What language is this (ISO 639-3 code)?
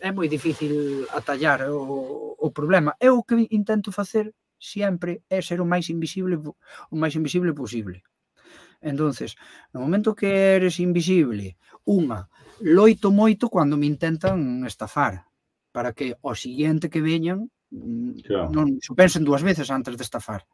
glg